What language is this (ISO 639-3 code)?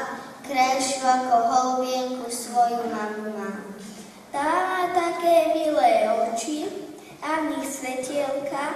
slk